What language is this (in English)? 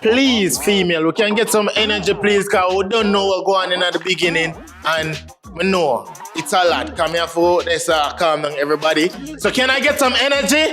Jamaican Creole English